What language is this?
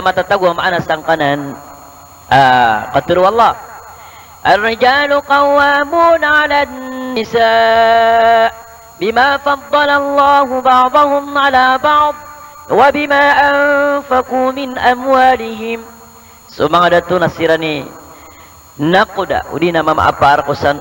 Maranao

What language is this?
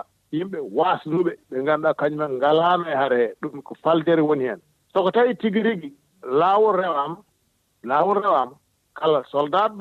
Fula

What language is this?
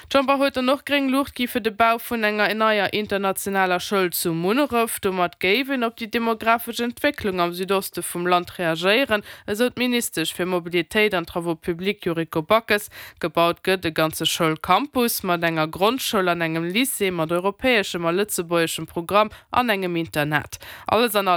Luxembourgish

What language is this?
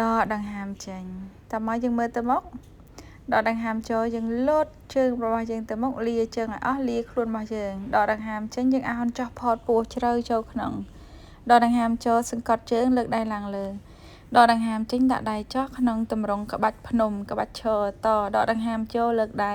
Khmer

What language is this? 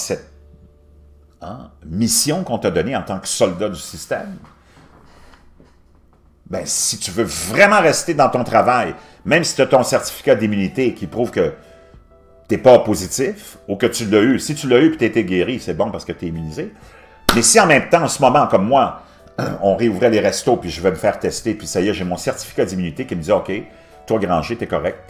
French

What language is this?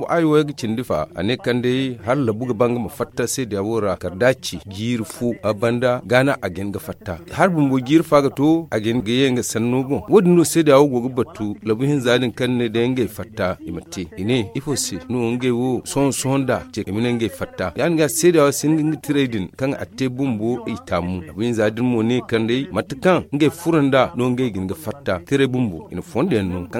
Zarma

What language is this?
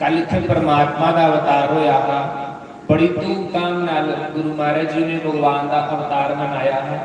Dogri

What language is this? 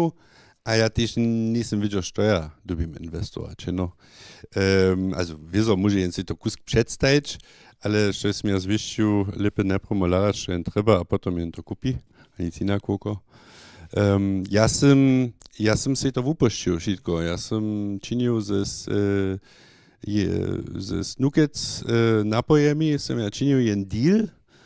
Upper Sorbian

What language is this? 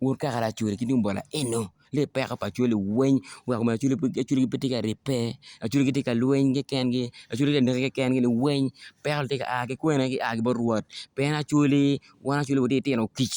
Acoli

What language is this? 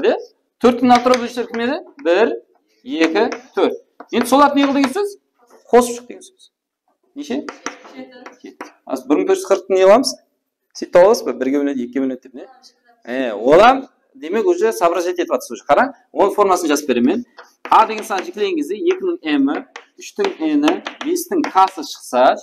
Kara-Kalpak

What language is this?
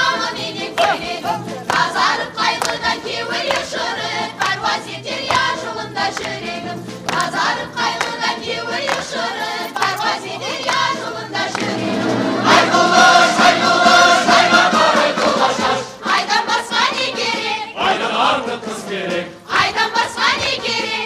Kara-Kalpak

